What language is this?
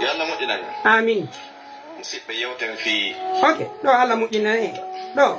Pular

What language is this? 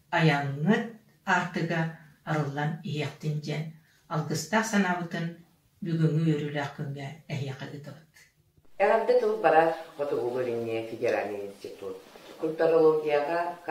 Yakut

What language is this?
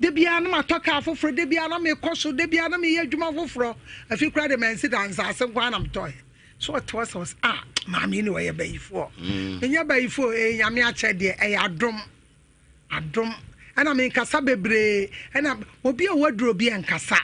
Akan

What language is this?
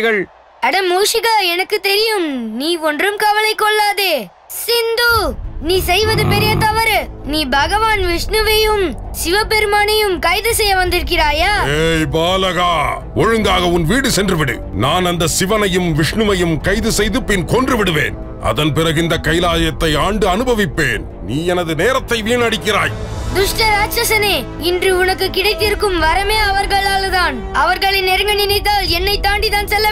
Tamil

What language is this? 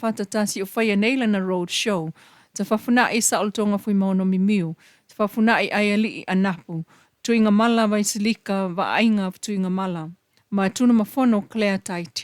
Samoan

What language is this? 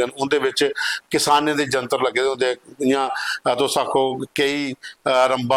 Dogri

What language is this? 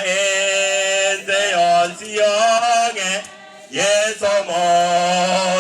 Gusii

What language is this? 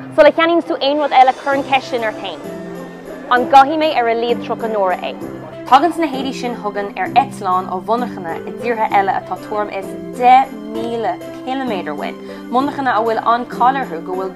Irish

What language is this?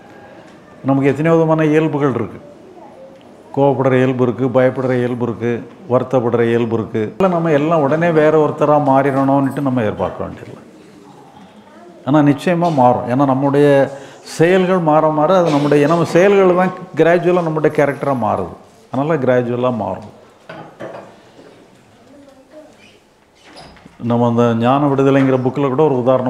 Tamil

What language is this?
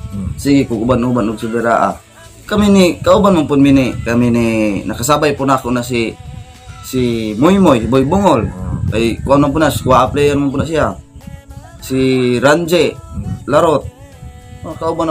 Cebuano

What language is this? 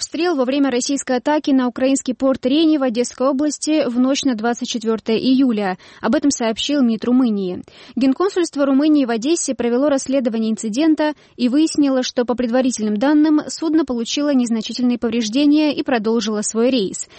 Russian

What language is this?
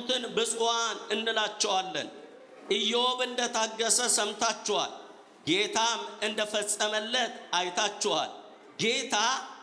Amharic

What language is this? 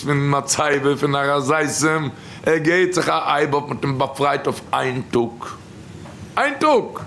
Yiddish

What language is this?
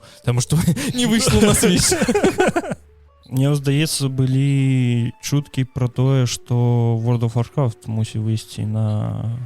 Belarusian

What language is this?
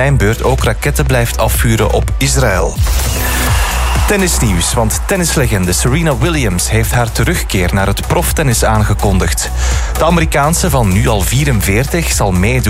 Dutch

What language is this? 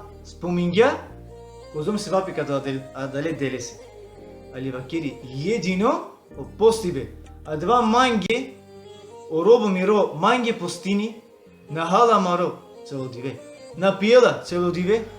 Balkan Romani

